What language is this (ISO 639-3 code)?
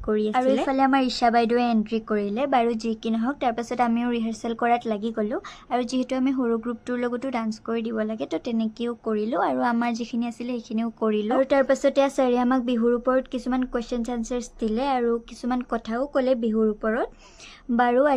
asm